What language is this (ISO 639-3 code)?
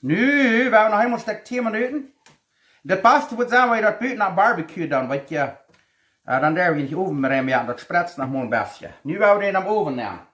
pdt